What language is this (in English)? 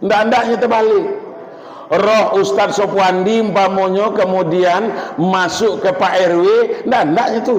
Minangkabau